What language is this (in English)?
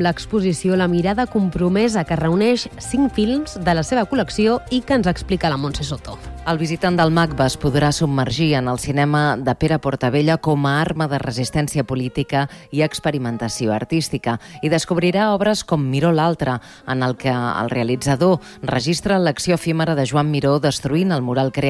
Catalan